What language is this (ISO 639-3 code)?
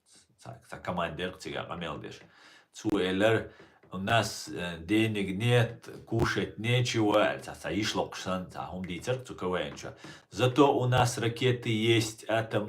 che